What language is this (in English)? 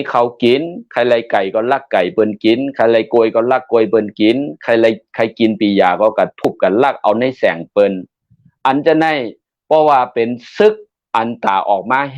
Shan